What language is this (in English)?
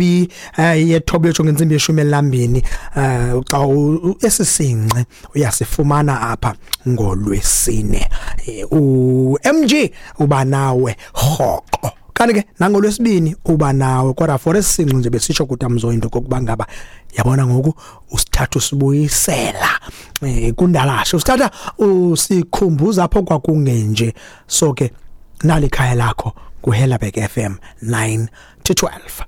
Xhosa